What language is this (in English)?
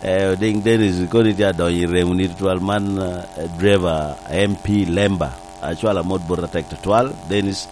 Lango (Uganda)